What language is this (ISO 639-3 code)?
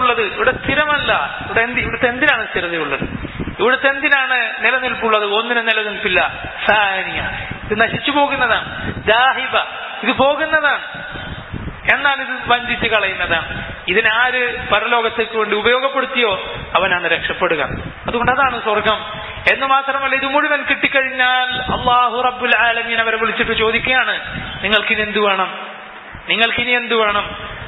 mal